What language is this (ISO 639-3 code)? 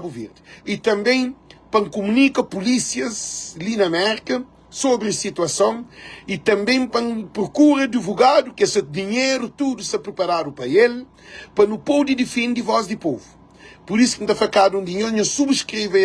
kea